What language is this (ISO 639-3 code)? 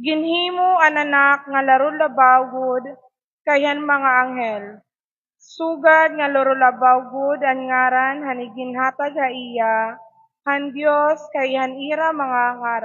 war